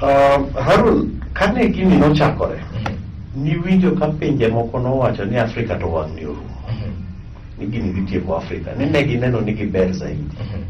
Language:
Luo (Kenya and Tanzania)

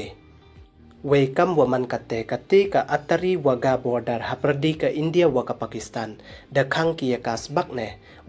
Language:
Pnar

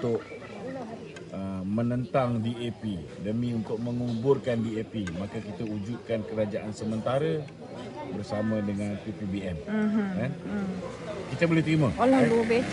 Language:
Malay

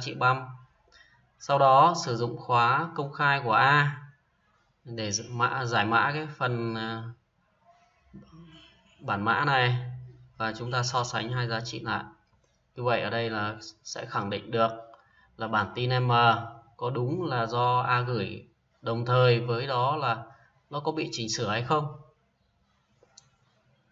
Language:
Vietnamese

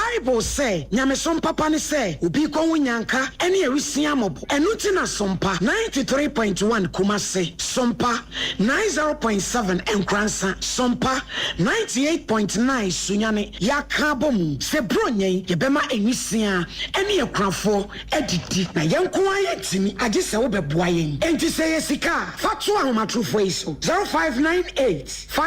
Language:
Akan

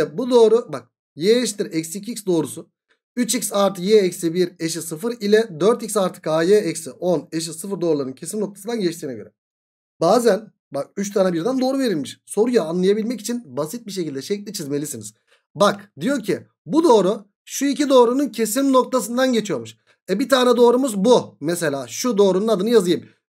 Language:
Turkish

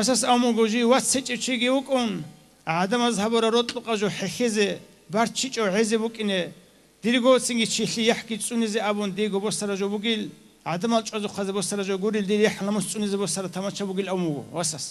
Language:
Avaric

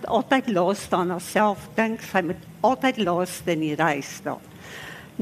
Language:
Afrikaans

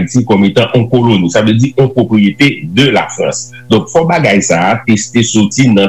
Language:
Haitian Creole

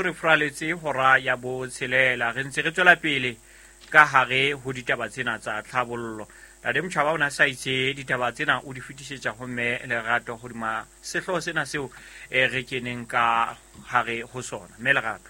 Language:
Southern Sotho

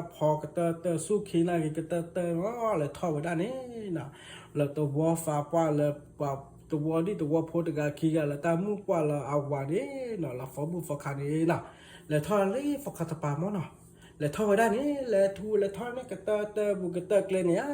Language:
S'gaw Karen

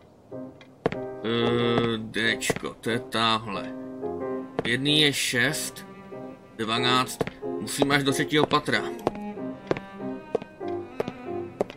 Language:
Czech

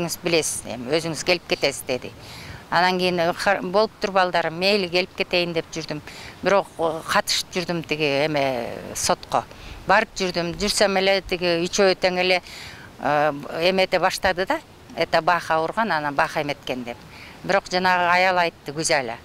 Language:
Kyrgyz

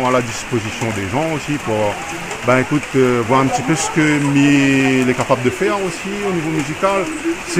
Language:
Réunion Creole French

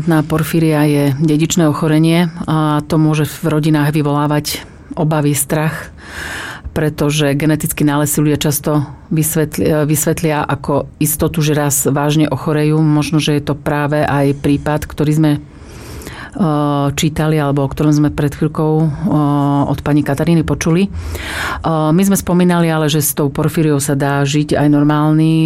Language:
Slovak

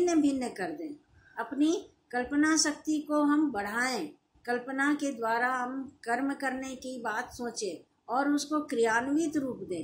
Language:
Hindi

